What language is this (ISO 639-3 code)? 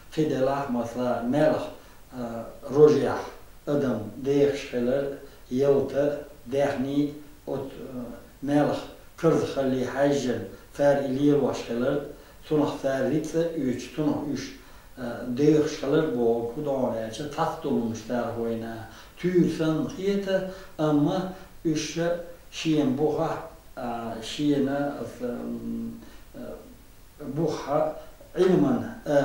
che